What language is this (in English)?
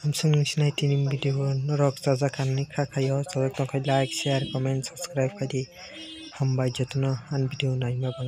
Kok Borok